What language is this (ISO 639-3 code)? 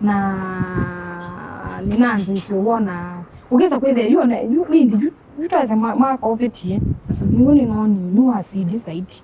kam